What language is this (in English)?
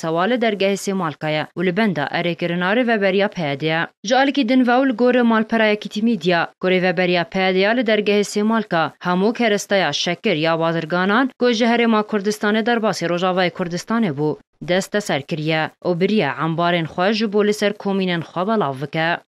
Kurdish